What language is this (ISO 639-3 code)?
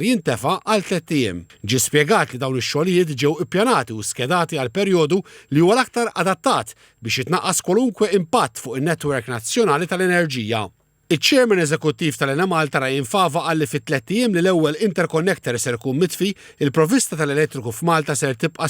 mlt